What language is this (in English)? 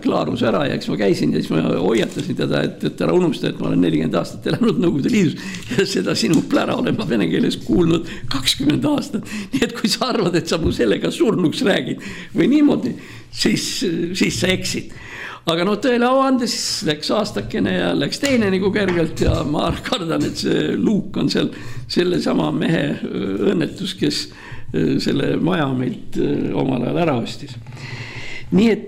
Estonian